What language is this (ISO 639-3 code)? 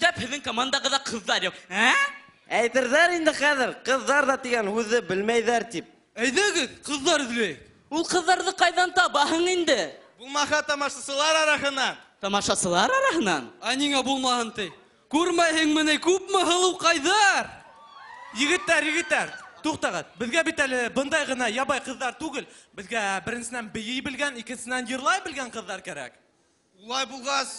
bak